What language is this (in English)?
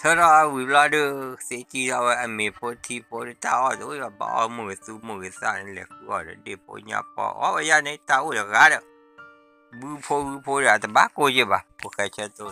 S'gaw Karen